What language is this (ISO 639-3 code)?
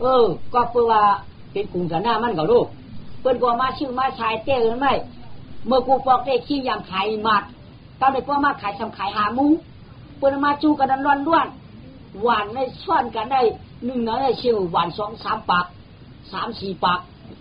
shn